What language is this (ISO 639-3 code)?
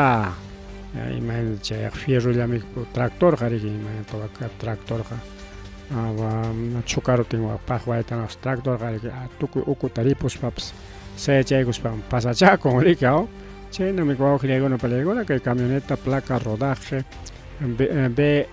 quy